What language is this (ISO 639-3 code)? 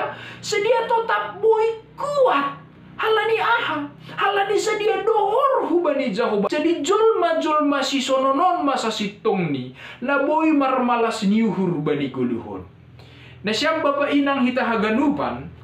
bts